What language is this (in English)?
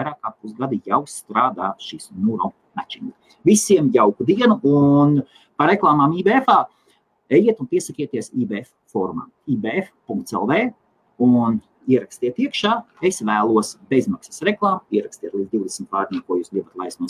Latvian